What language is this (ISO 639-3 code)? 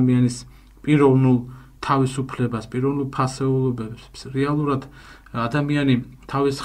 kat